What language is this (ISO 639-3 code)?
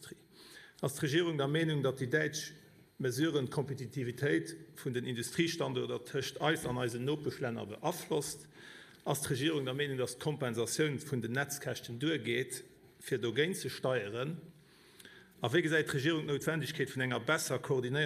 ltz